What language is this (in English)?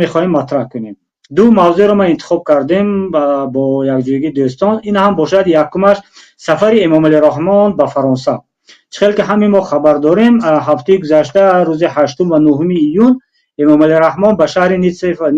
Tajik